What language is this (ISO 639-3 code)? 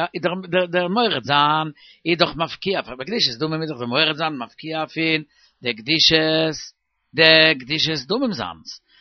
yid